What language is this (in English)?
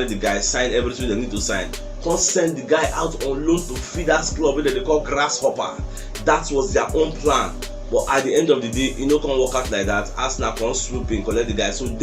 Nigerian Pidgin